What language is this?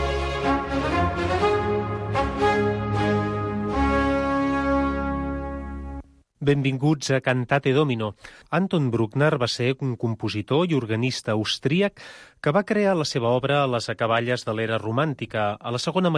Catalan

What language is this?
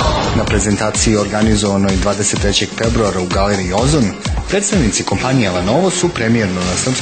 Serbian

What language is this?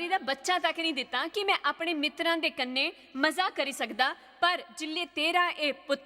Dogri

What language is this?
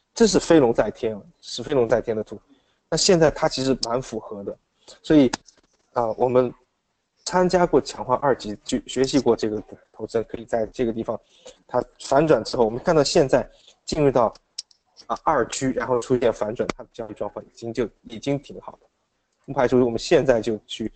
Chinese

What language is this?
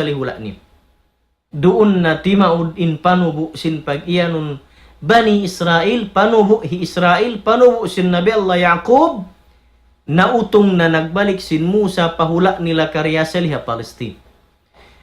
Tausug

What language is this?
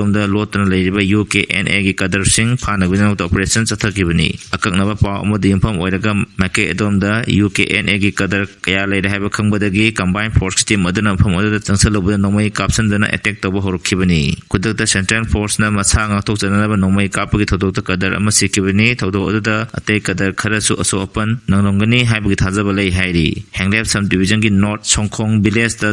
Manipuri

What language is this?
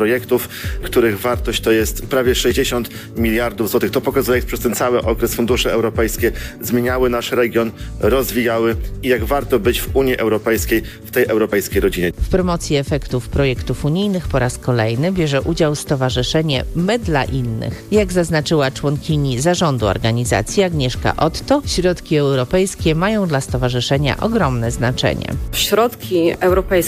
Polish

